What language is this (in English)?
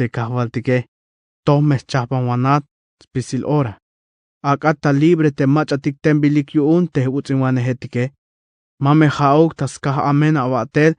Tzeltal